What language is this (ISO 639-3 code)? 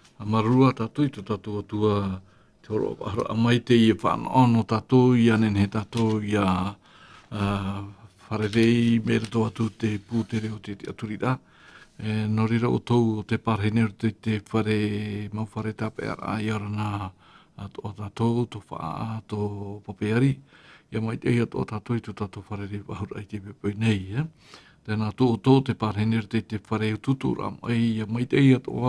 tah